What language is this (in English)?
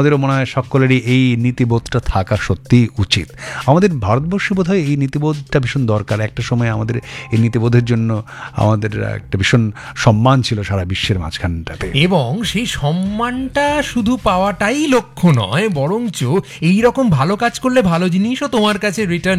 Bangla